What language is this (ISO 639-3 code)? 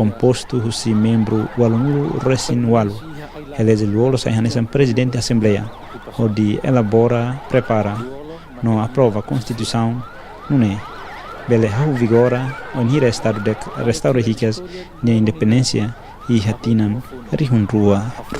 tet